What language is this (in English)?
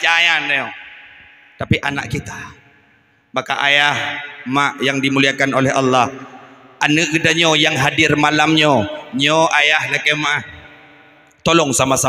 Achinese